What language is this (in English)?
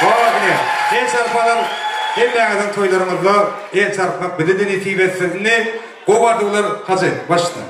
Turkmen